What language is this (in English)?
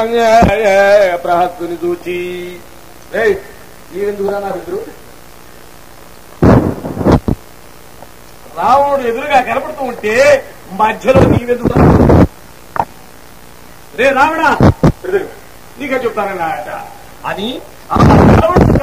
Telugu